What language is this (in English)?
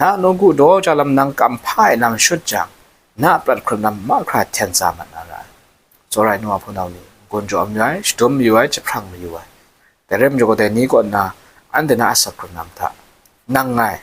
Kachin